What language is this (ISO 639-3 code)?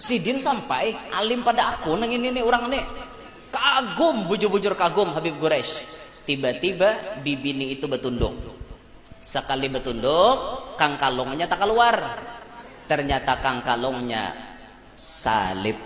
bjn